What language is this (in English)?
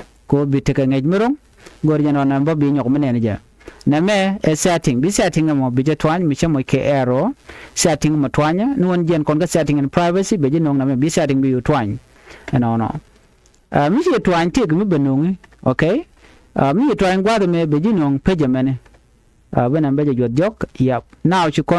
Nuer